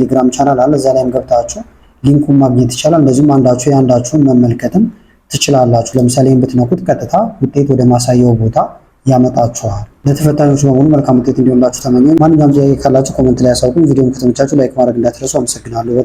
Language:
Amharic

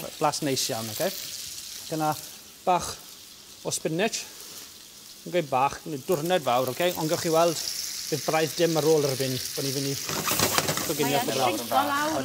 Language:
Welsh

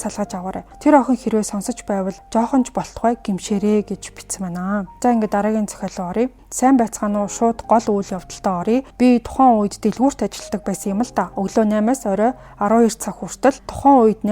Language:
Mongolian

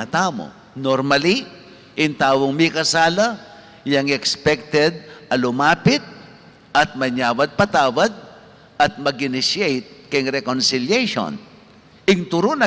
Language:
Pampanga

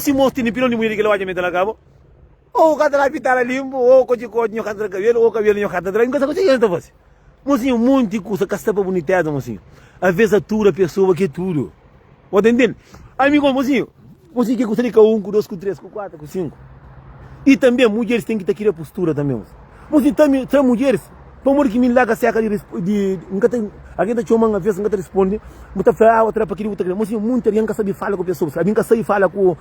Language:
Kabuverdianu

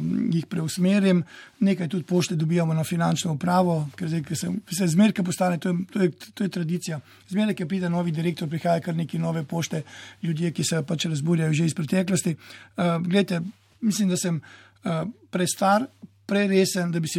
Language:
Slovenian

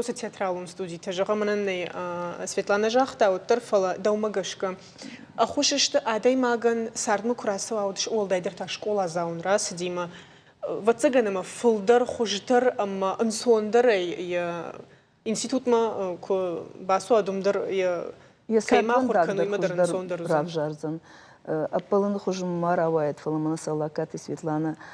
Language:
Ossetic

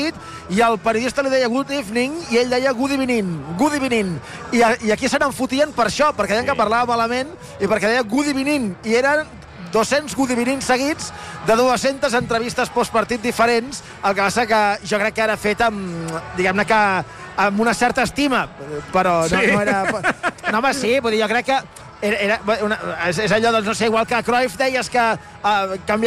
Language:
Catalan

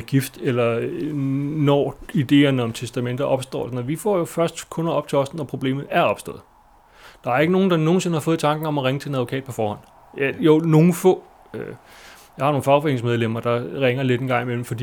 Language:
Danish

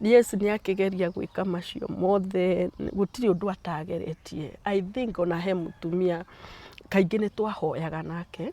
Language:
Kikuyu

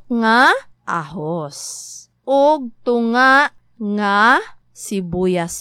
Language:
Cebuano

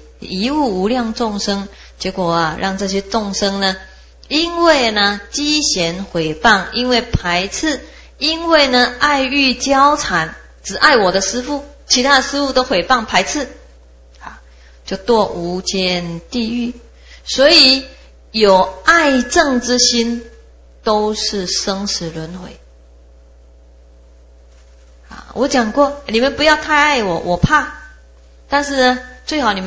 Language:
Chinese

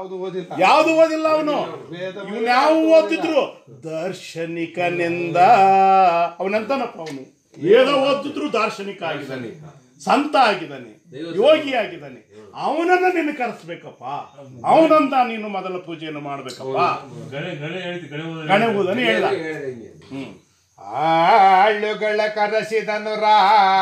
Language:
Kannada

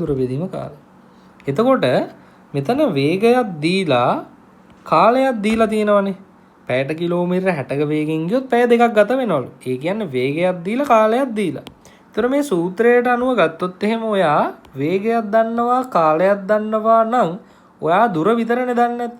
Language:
Sinhala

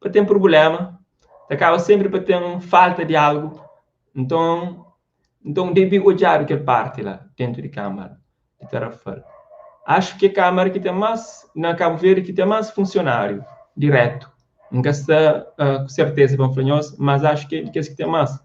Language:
Kabuverdianu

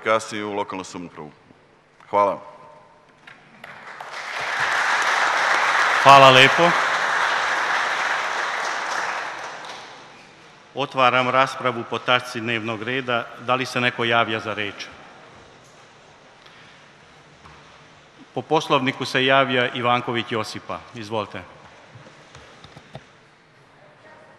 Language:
Serbian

